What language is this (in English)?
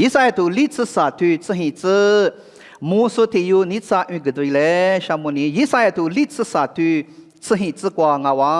Lisu